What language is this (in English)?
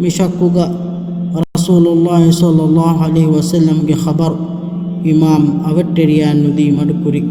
Divehi